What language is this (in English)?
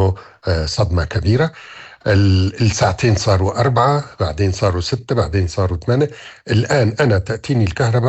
North Levantine Arabic